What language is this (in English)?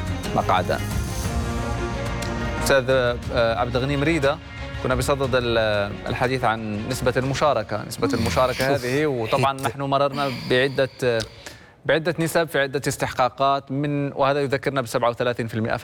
Arabic